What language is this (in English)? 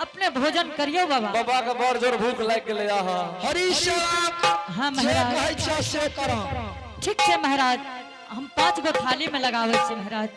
Angika